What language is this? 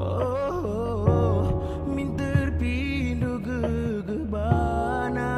Batak Karo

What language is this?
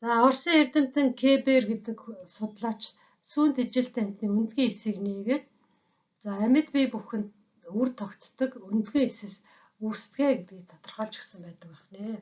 Mongolian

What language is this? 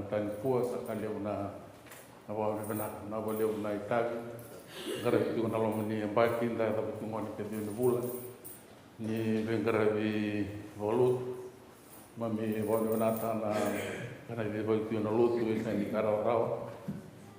Fijian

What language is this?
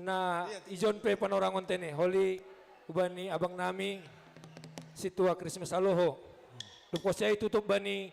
Batak Simalungun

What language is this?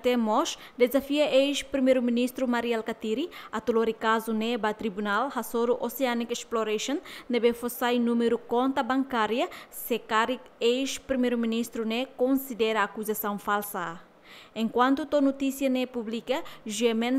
Tetum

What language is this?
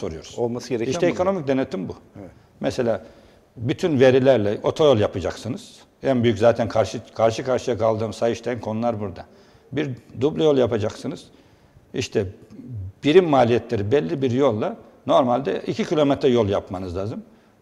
Turkish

